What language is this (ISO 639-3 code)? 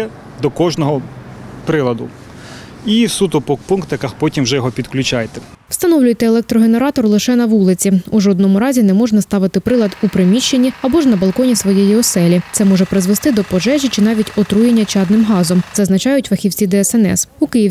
ukr